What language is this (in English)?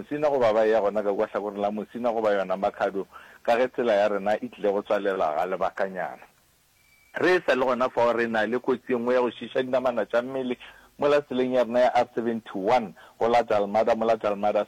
Northern Sotho